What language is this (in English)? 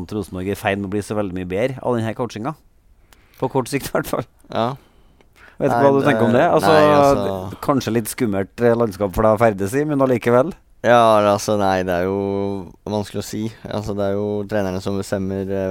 Norwegian